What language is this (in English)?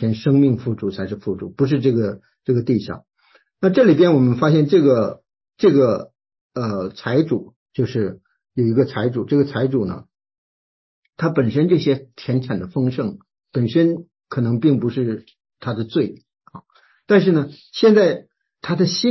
Chinese